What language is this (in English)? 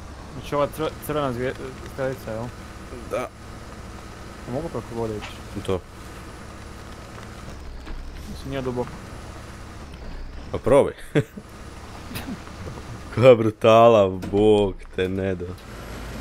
Croatian